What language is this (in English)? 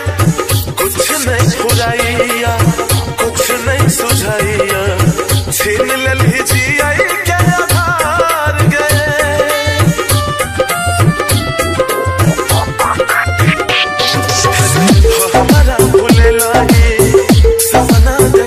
Bhojpuri